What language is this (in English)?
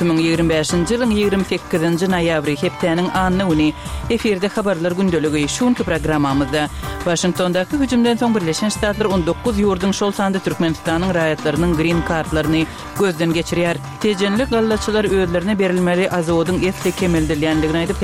Kyrgyz